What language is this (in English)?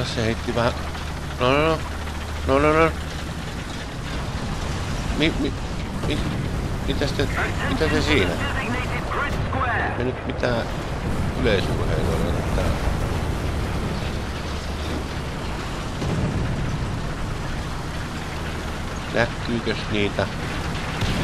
Finnish